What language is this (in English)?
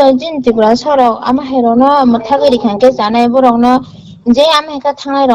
Kok Borok